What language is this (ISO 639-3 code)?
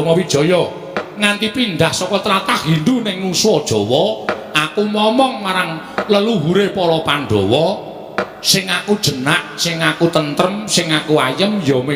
jav